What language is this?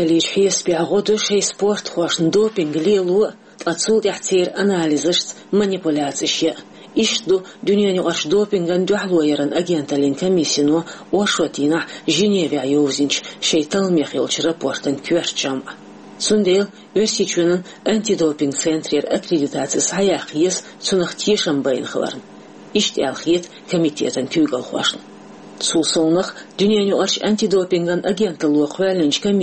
Chechen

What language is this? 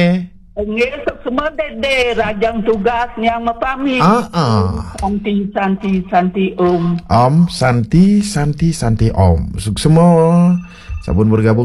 Balinese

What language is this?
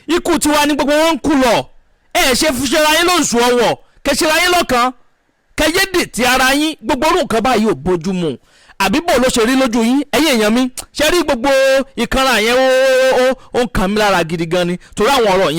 Yoruba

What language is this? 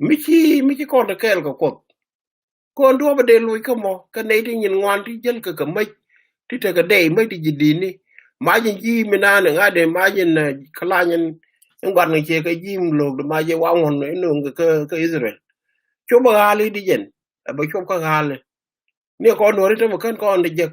Nuer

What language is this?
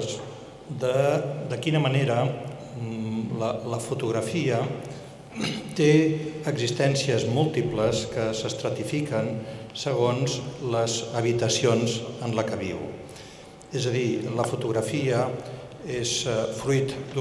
Catalan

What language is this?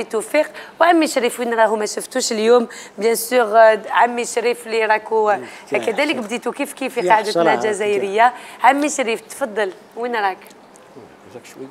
Algerian Arabic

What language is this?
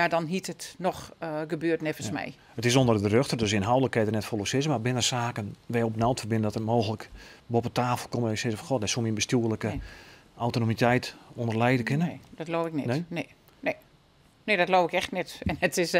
Western Frisian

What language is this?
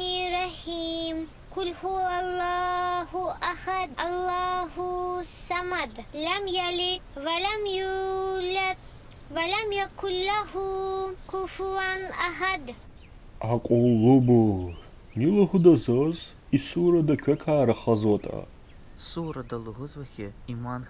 Lezghian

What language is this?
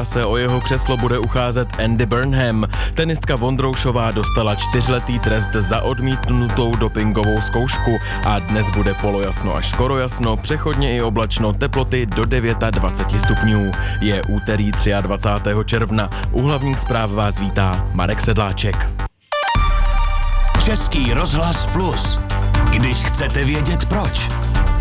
Czech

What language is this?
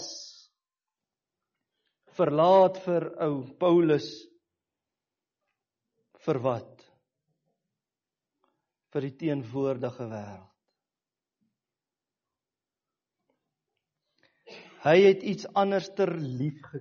Afrikaans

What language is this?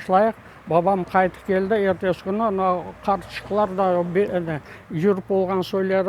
Crimean Tatar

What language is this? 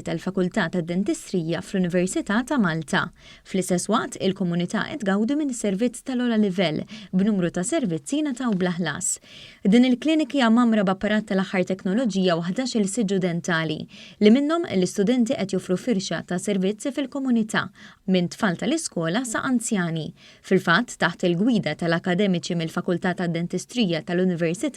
Maltese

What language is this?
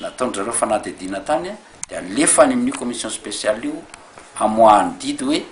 Malagasy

